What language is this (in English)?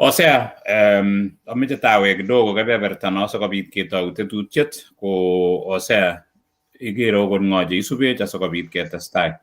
Kalenjin